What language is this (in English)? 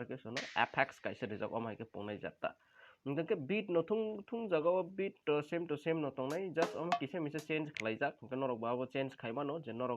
Kok Borok